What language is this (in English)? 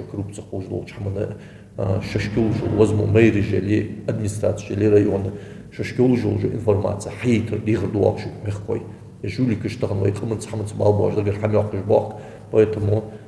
Ingush